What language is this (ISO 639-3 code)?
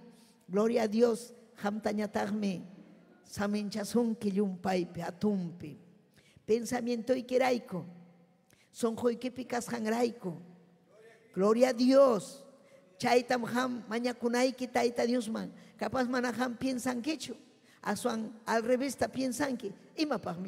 quy